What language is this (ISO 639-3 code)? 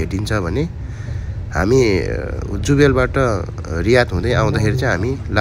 nep